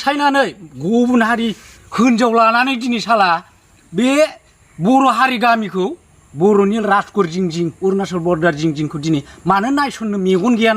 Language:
Bodo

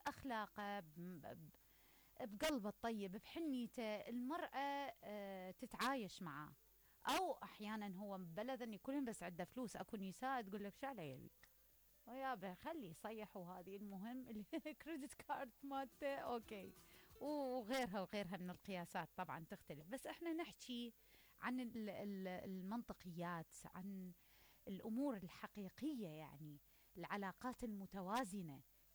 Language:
Mesopotamian Arabic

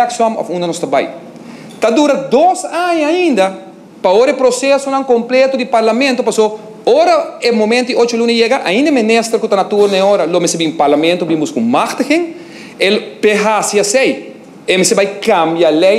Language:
Papiamento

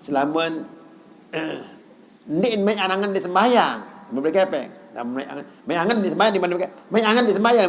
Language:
Sasak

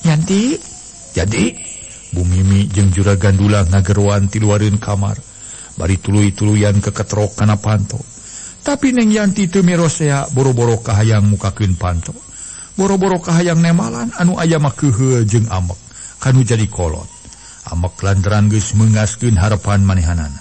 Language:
Sundanese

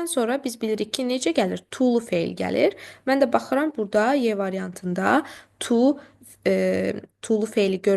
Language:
Azerbaijani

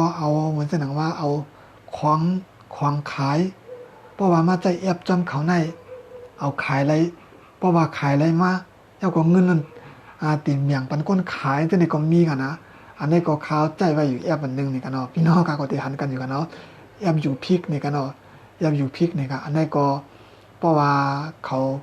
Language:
Shan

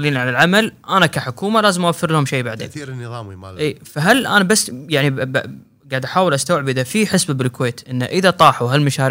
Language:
Gulf Arabic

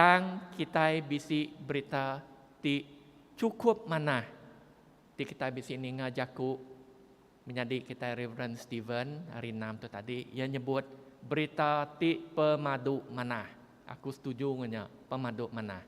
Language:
Iban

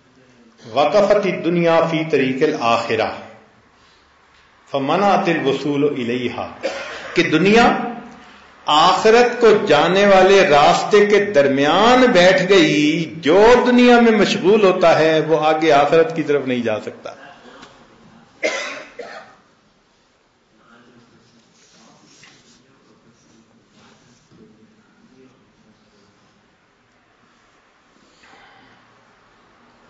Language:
Urdu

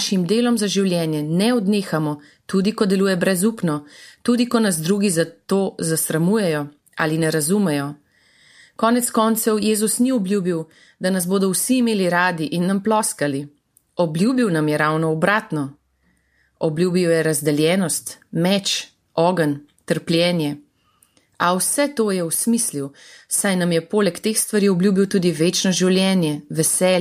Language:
Slovenian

